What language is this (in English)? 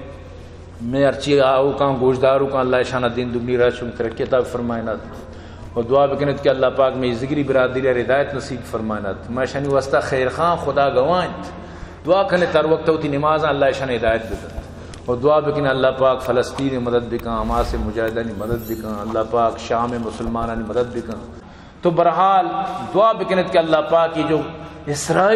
Baluchi